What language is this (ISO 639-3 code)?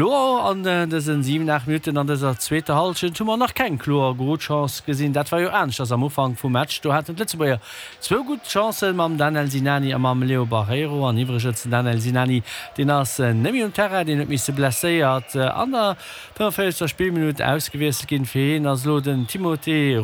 ltz